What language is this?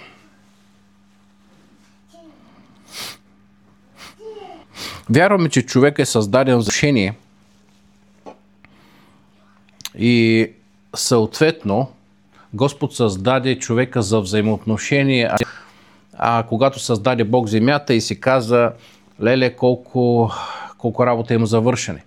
Bulgarian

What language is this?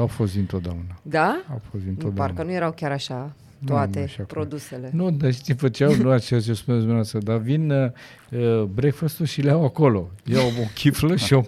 Romanian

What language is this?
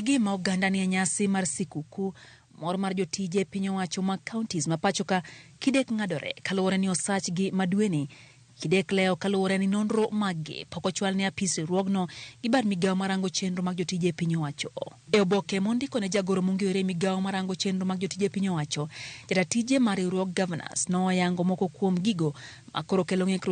Luo (Kenya and Tanzania)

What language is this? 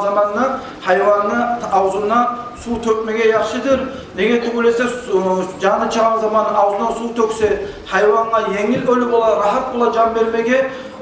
Kumyk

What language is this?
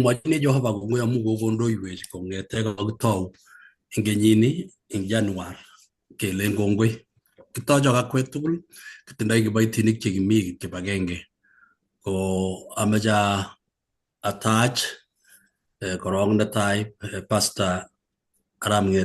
Kalenjin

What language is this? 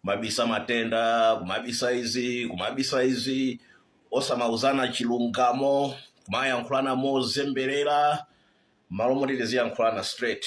Nyanja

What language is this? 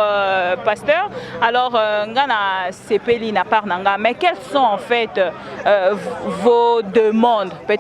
Lingala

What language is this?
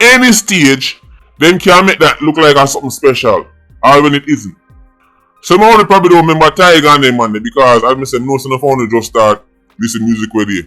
Jamaican Creole English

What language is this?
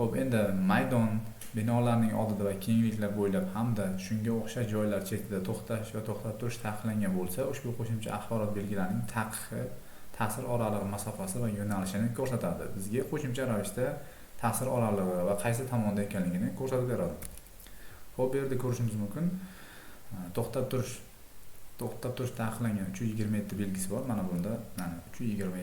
Uzbek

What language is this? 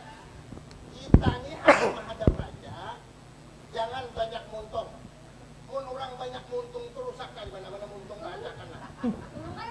Banjar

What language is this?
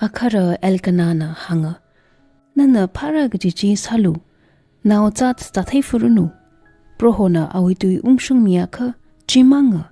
Tangkhul Naga (India)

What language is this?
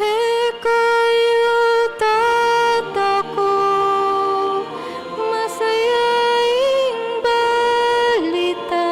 Pampanga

